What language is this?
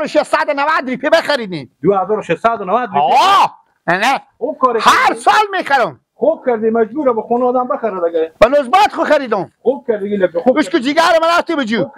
Persian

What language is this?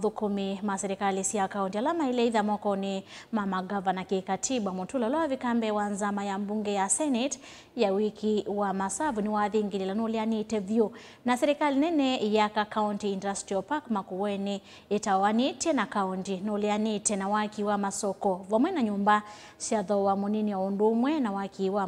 Kamba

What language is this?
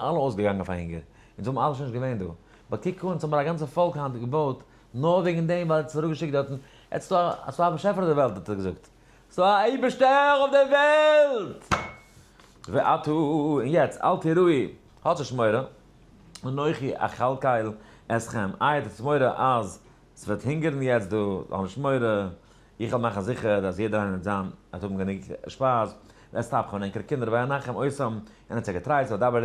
Yiddish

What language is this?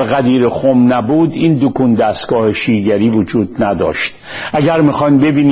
Persian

